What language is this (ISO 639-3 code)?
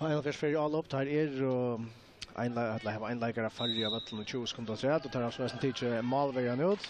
fao